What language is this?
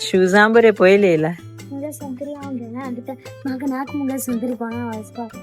Konkani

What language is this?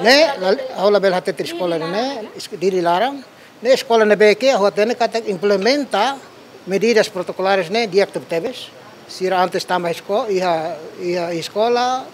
Tetum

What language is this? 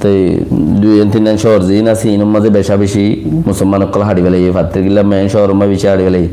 Rohingya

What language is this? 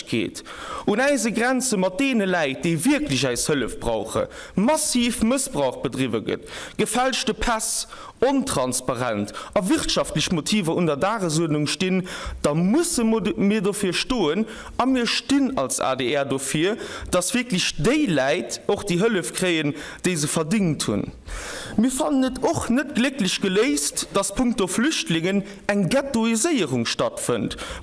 Luxembourgish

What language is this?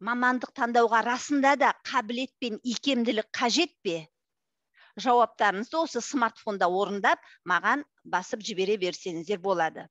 Kazakh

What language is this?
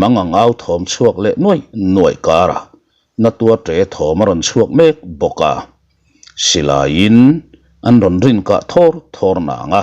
Mizo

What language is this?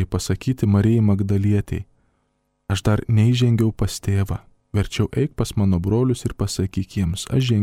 Lithuanian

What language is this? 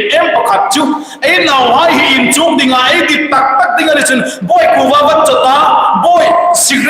Hmar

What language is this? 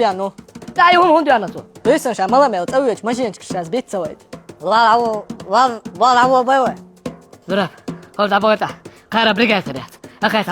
Chechen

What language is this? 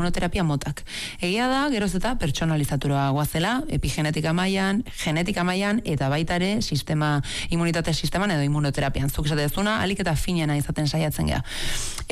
Basque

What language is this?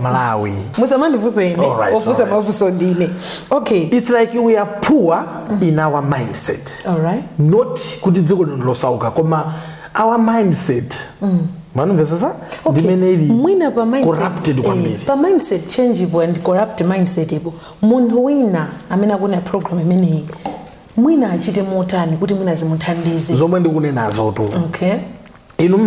Nyanja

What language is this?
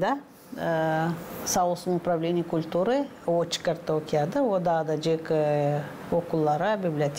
Gagauz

